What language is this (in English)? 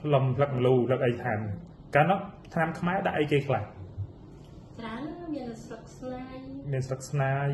Khmer